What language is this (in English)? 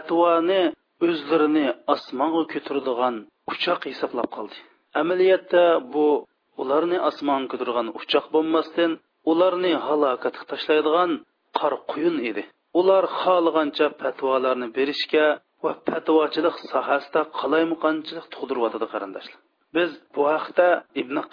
Uyghur